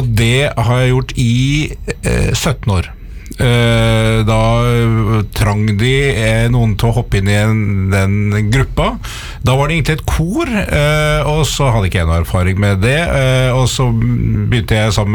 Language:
Norwegian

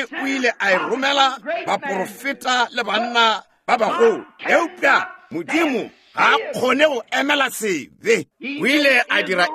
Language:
Northern Sotho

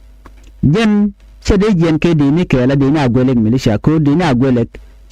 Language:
Nuer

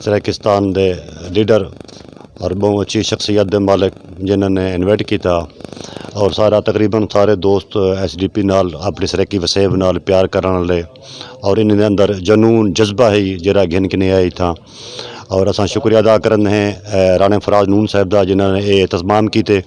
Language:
Saraiki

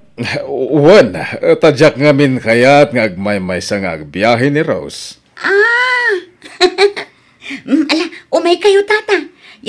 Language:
Iloko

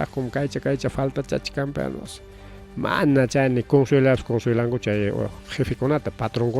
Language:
Ayacucho Quechua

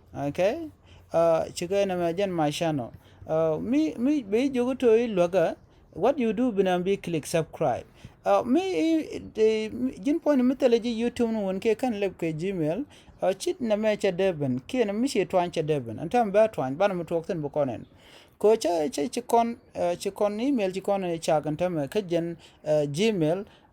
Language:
Nuer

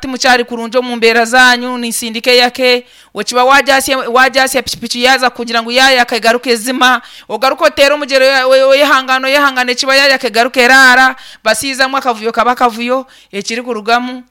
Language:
Nyankole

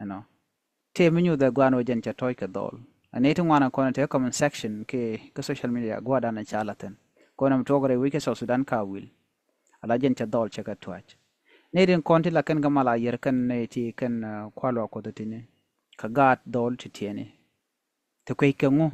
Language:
Nuer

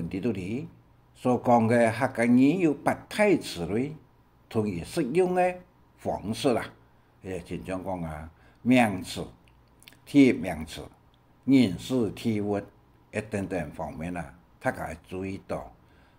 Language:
Hakka Chinese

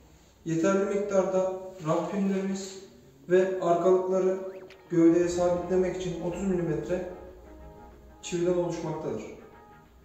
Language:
Turkish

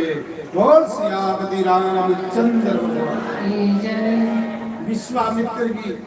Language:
Dogri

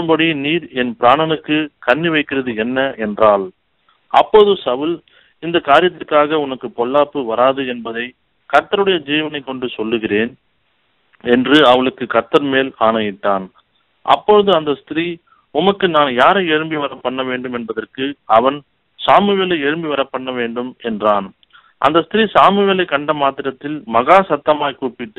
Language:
Tamil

